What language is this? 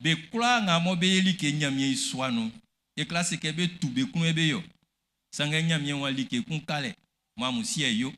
Baoulé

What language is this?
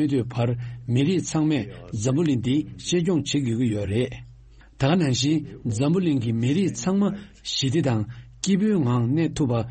Tibetan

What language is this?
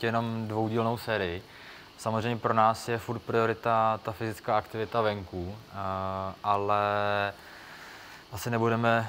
Czech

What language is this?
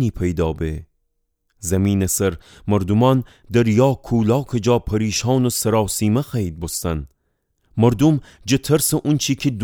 Gilaki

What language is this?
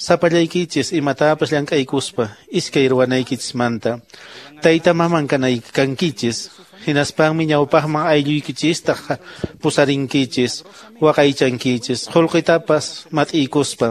Quechua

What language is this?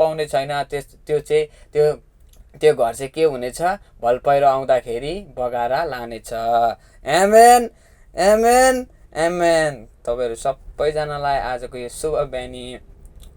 Nepali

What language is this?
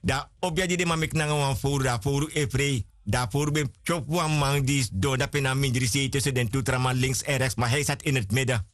Sranan Tongo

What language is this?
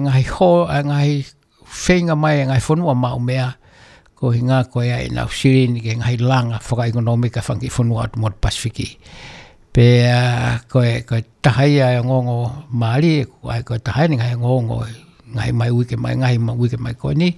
Tongan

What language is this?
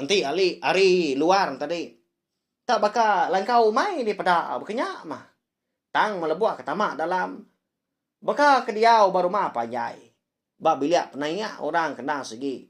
Iban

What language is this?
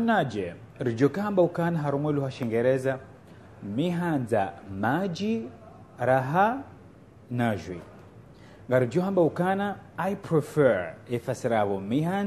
Ngazidja Comorian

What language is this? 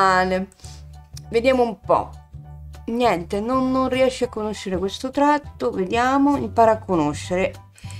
Italian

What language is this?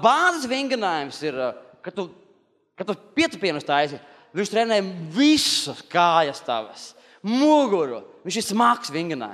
Latvian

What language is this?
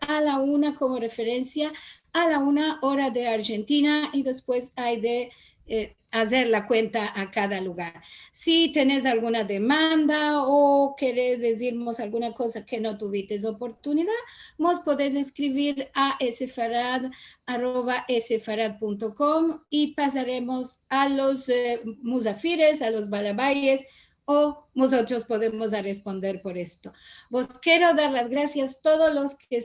Ladino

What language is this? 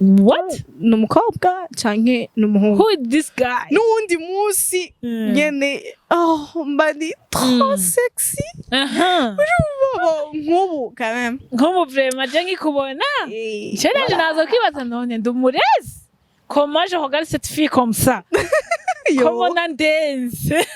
Rundi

